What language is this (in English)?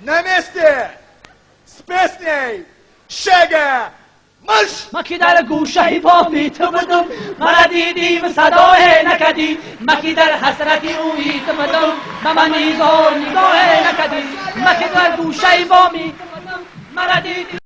Tajik